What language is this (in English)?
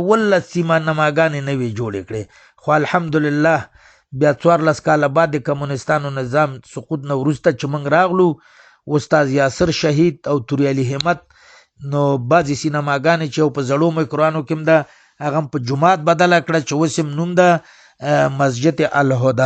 Pashto